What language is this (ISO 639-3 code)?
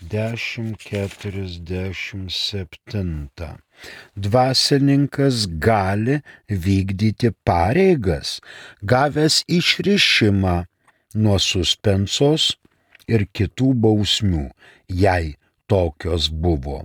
lit